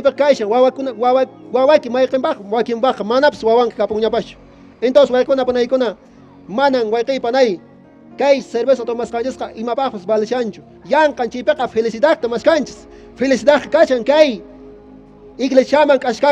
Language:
Quechua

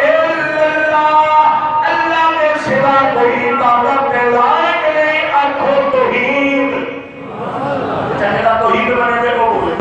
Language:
Saraiki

